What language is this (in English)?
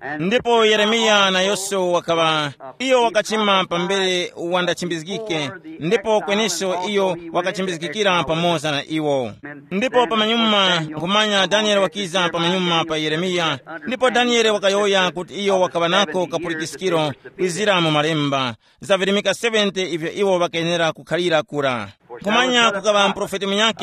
Tumbuka